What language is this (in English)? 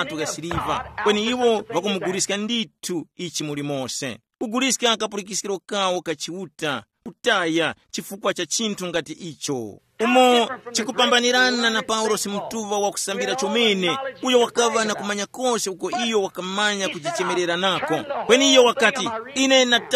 Tumbuka